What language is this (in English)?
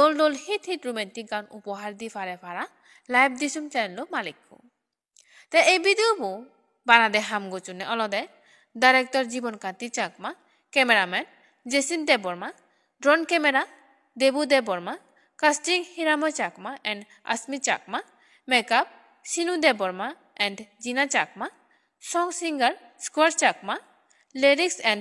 Chakma